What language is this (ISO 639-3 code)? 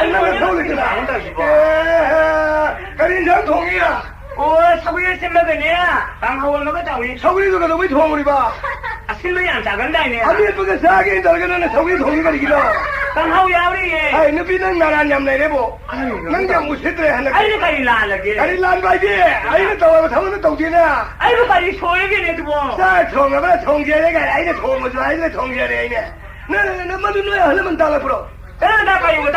mni